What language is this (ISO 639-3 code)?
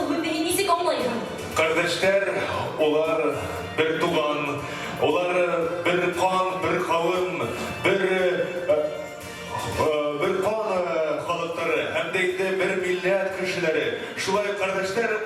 bak